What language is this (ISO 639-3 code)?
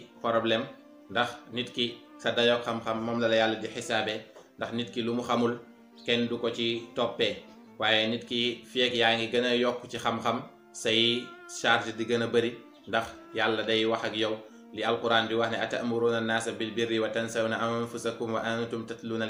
wol